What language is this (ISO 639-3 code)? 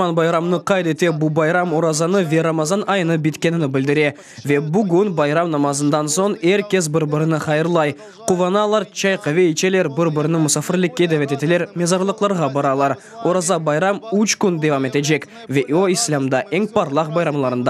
crh